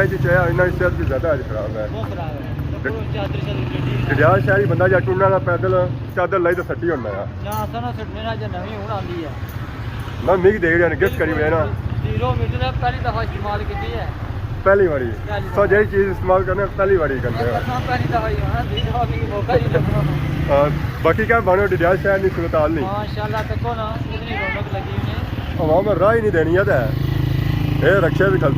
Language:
Pahari-Potwari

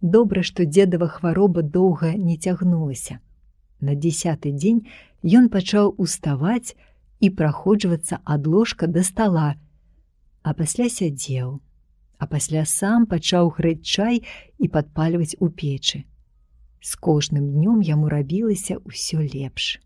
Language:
Belarusian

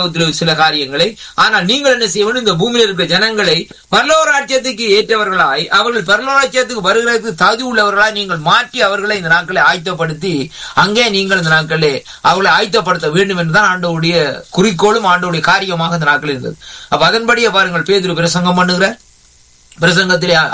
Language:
Tamil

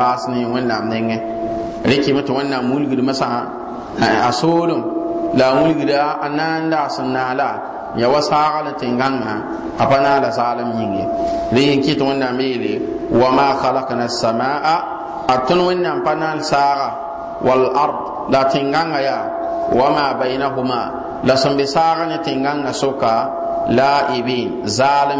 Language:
Mossi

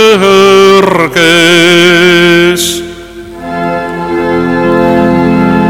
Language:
Estonian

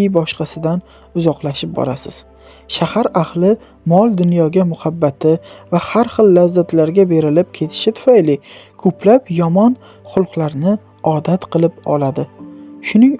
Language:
Uzbek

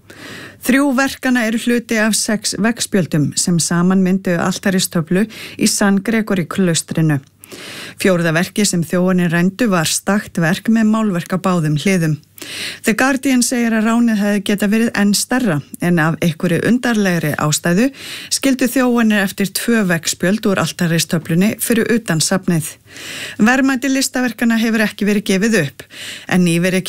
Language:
Icelandic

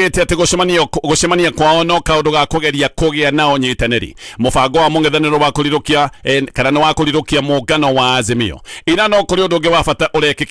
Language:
Kikuyu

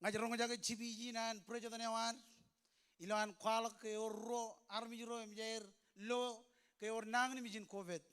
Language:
Marshallese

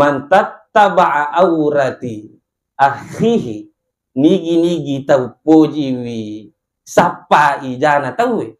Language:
Buginese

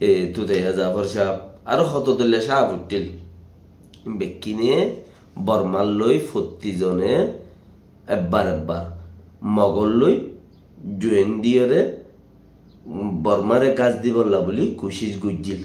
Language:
Rohingya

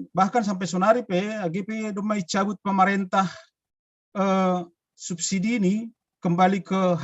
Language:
Batak Simalungun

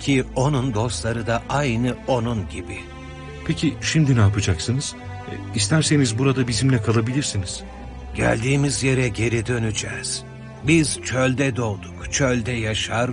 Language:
Turkish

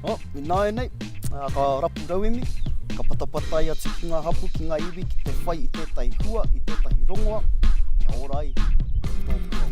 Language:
Māori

